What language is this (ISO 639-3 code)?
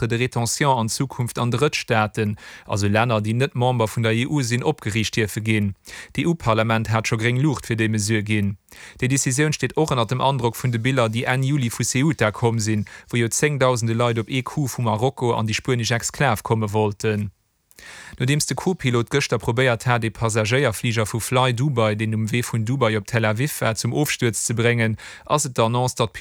ltz